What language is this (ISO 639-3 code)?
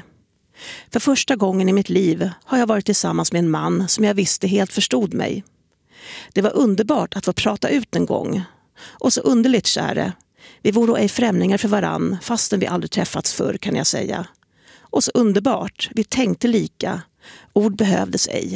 swe